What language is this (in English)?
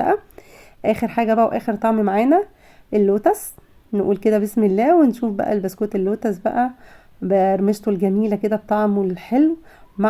Egyptian Arabic